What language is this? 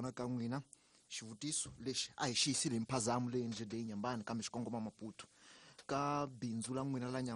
Tsonga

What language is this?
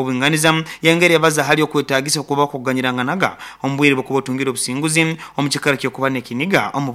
Nyoro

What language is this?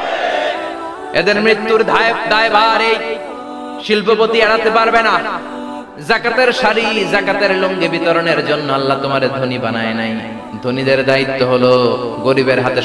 Bangla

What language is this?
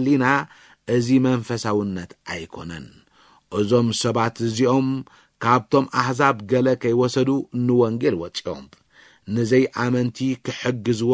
Tigrinya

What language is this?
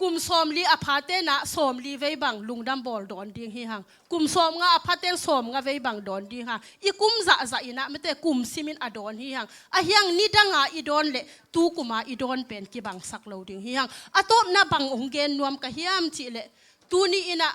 Tedim Chin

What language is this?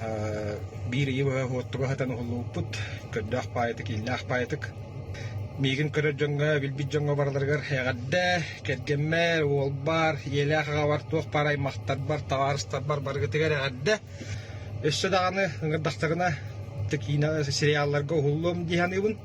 Yakut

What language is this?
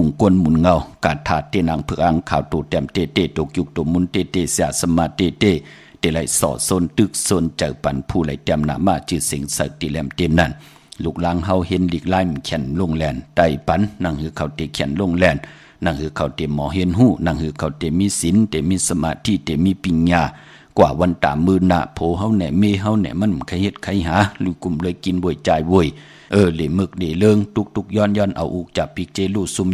Shan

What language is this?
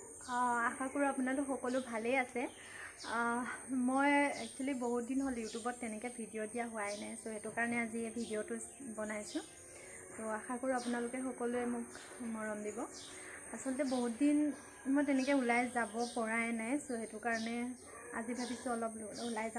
Assamese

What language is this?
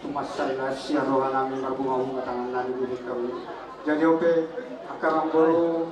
Batak Toba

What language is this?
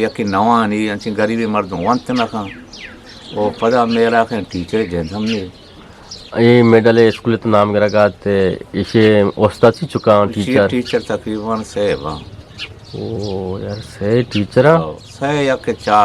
Eastern Balochi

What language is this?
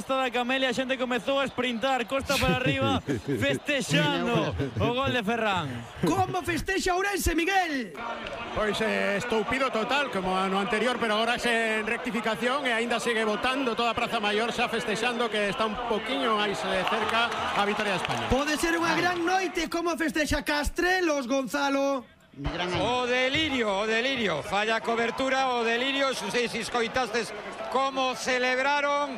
Galician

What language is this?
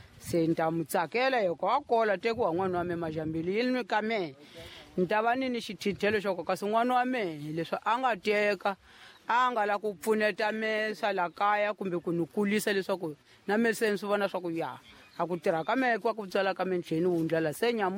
Tsonga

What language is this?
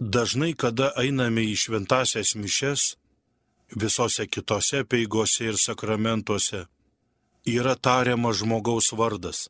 Lithuanian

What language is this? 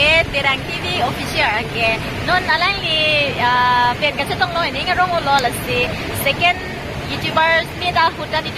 Karbi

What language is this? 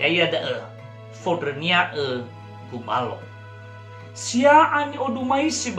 Nias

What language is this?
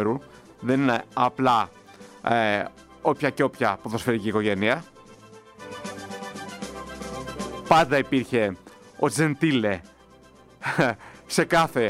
Greek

